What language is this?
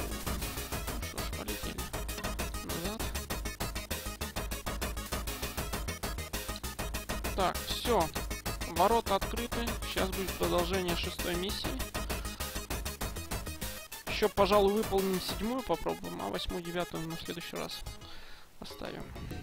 Russian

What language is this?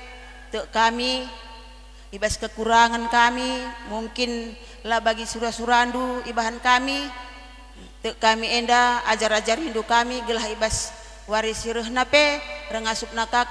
Batak Karo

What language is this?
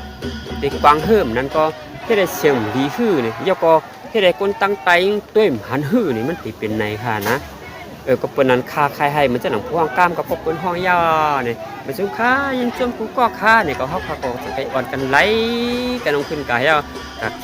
Shan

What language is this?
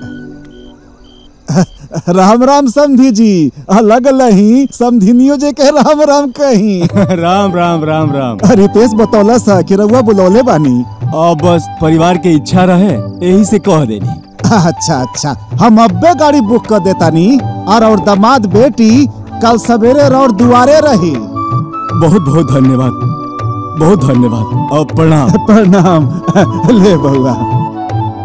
Bhojpuri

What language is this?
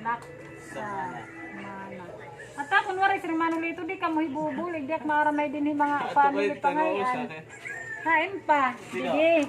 Waray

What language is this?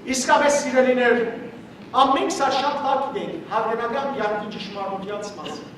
Western Armenian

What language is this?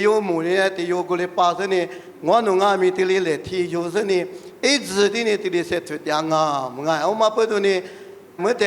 Lisu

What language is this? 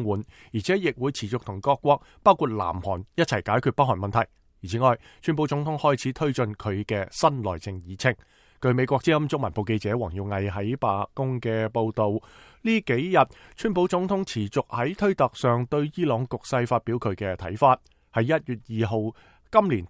Cantonese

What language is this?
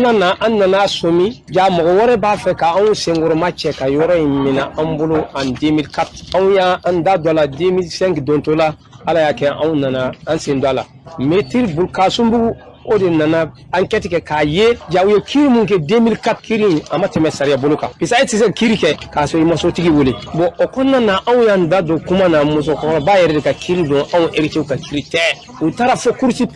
Bambara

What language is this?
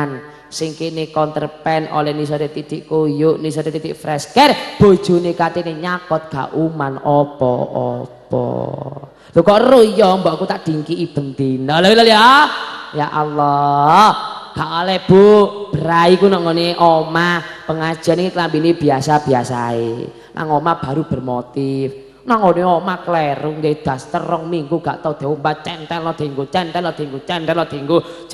Javanese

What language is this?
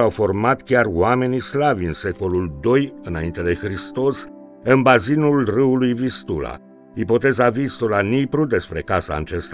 Romanian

